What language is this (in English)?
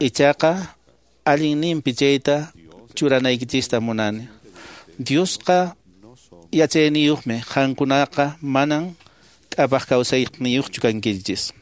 Quechua